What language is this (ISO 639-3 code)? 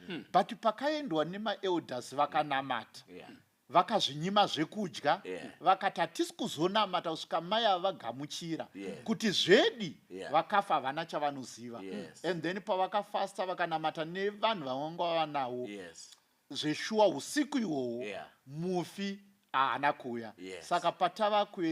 sna